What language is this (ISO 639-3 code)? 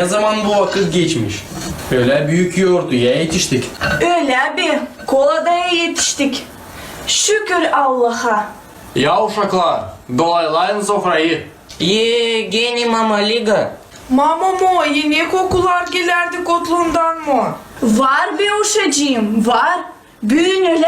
gag